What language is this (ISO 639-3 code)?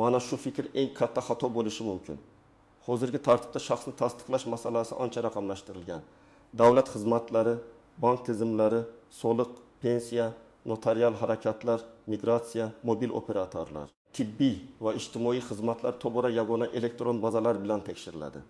uzb